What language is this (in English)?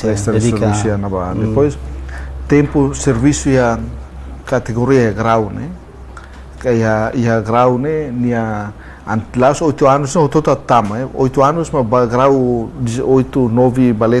Tetum